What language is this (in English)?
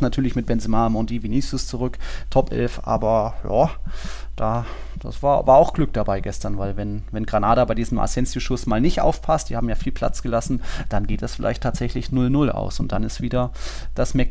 German